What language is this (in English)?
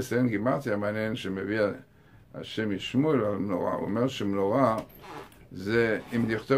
Hebrew